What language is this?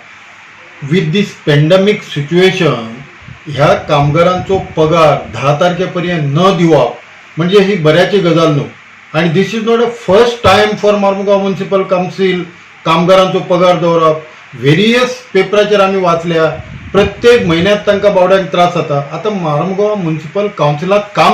Konkani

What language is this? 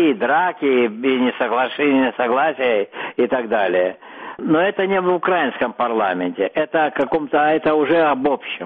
Russian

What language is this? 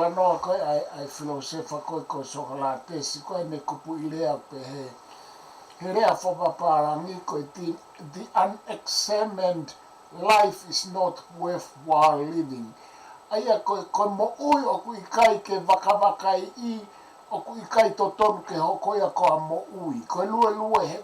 Tongan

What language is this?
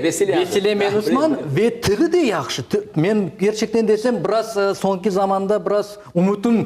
Crimean Tatar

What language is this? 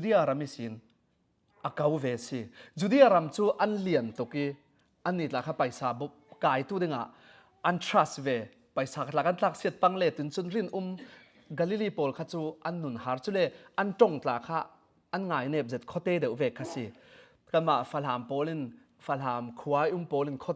Falam Chin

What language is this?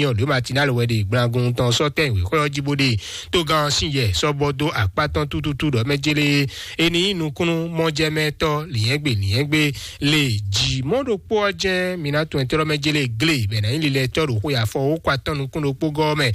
Fon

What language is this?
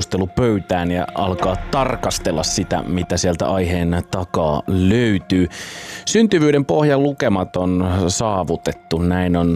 Finnish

